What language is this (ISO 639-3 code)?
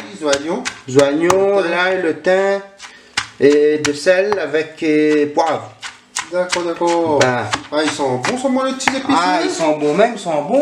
rcf